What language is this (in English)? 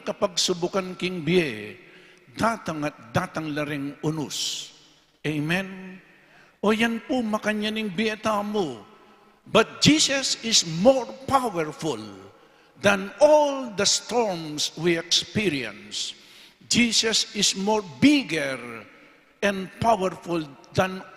Pampanga